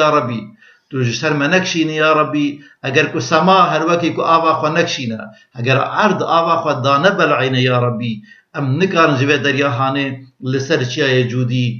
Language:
Kurdish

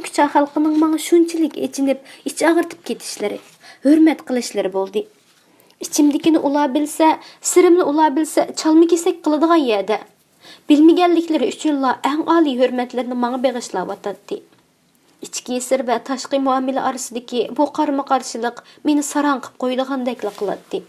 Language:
Uyghur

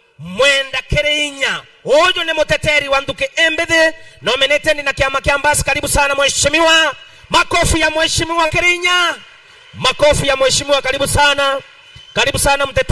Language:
Meru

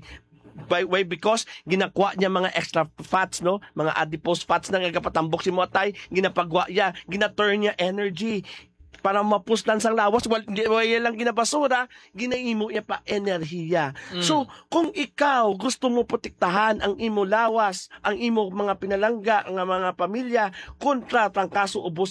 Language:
Hiligaynon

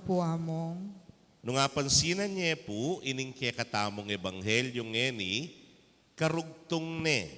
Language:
Pampanga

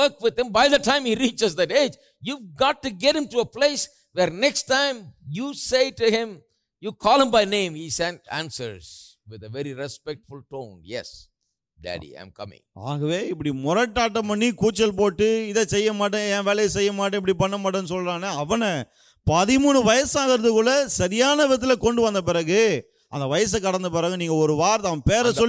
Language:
Tamil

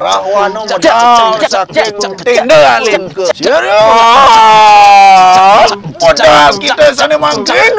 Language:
Balinese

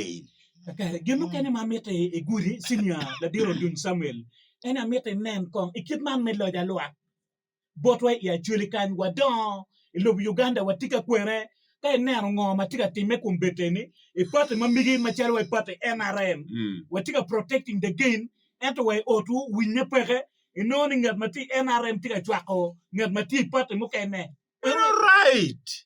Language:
Acoli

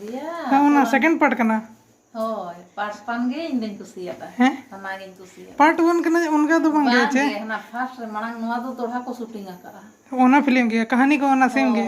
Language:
Santali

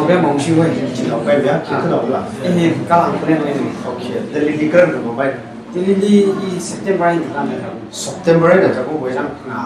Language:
Tangkhul Naga (India)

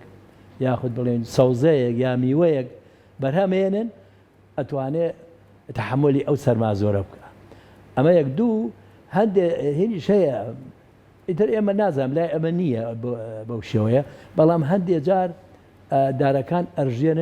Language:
Central Kurdish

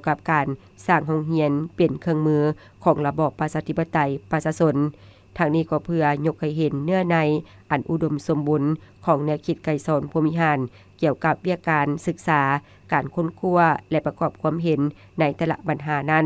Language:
Lao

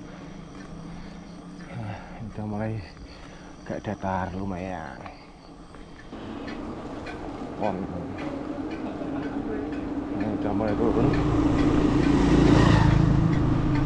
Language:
Indonesian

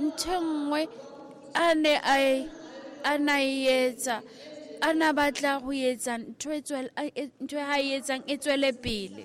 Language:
Southern Sotho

